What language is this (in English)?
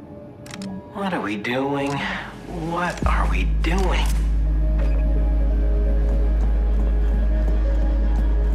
English